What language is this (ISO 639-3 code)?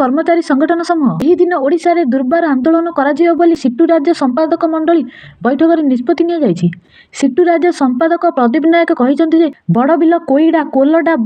ori